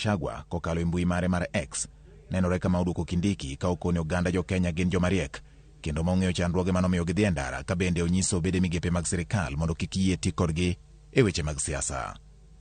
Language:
Luo (Kenya and Tanzania)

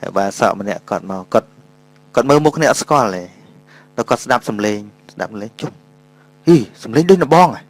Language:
Khmer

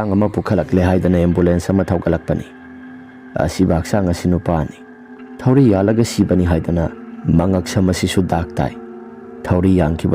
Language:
Manipuri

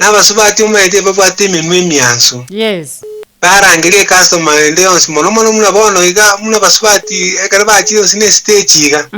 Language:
Gusii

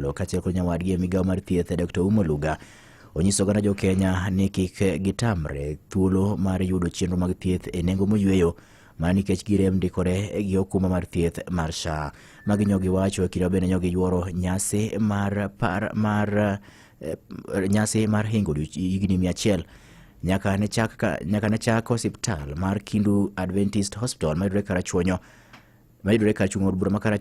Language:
Luo (Kenya and Tanzania)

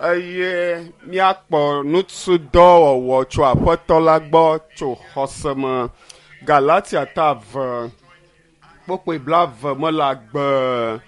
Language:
Ewe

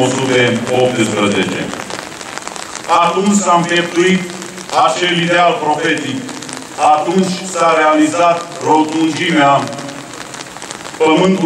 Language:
Romanian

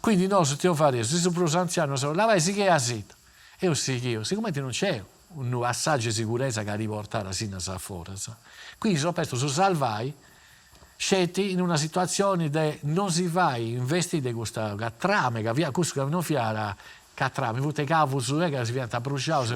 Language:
Sardinian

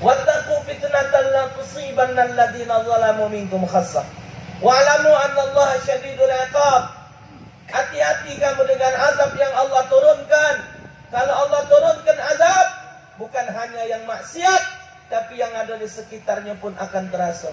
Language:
Musi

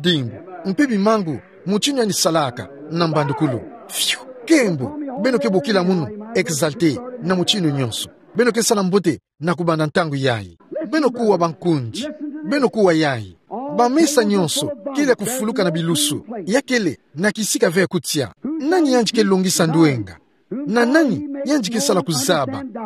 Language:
Kituba (Democratic Republic of Congo)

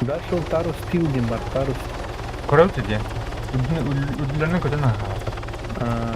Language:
Yakut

